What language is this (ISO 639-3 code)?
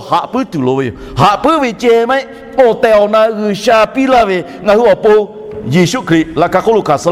lhu